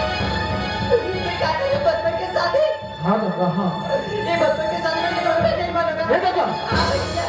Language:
Chhattisgarhi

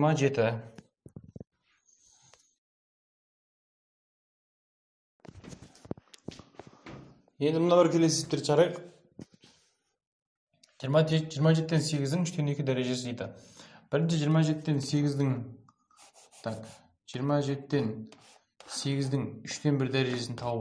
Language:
Kazakh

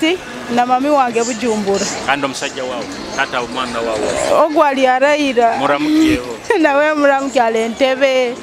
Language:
Nyoro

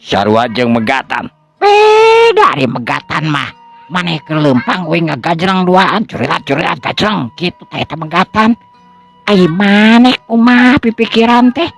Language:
Sundanese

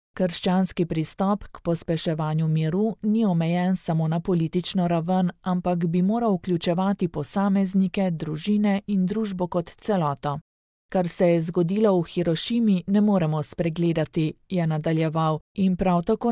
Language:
Slovenian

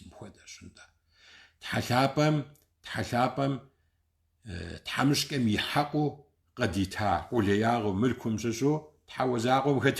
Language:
Kabardian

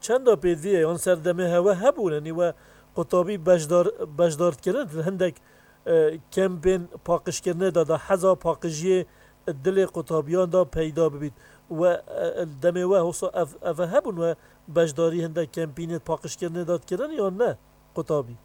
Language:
Kurdish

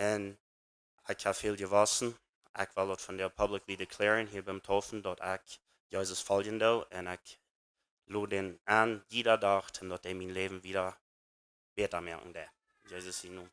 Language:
Plautdietsch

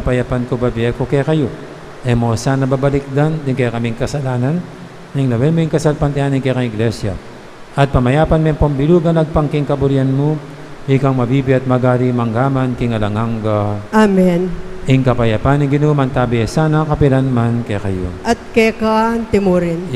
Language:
Pampanga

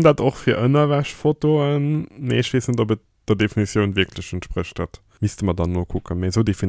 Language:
Luxembourgish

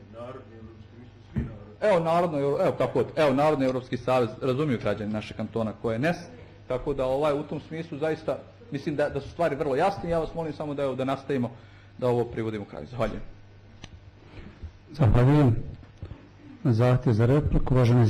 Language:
Bosnian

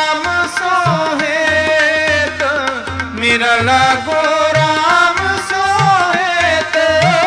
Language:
Punjabi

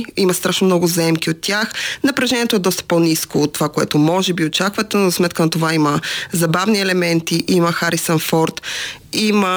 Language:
Bulgarian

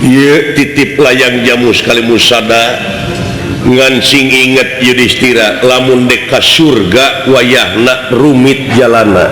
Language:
Sundanese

